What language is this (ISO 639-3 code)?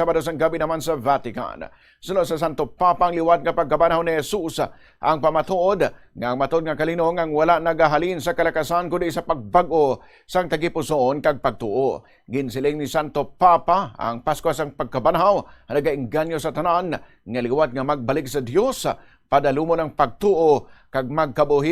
hil